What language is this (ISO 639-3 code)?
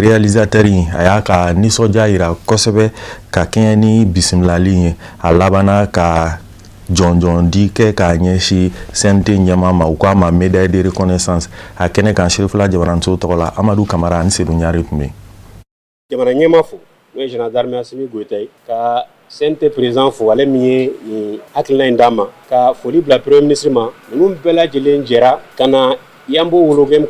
bam